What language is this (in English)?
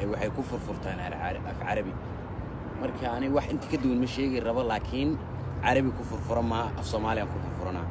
Somali